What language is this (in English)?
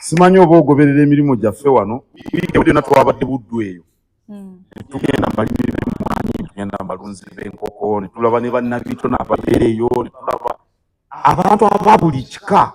Ganda